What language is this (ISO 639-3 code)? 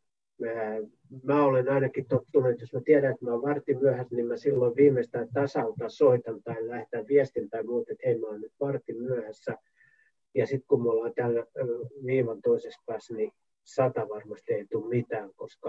fin